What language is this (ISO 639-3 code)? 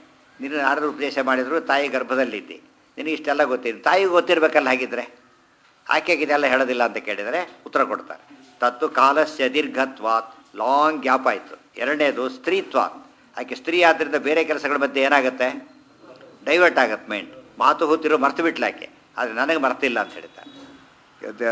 kan